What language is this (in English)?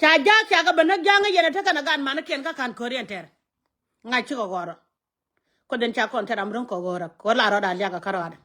Nuer